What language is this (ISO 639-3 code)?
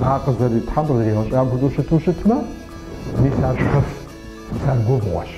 kbd